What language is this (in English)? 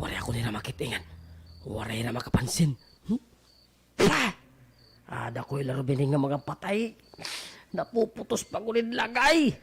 Waray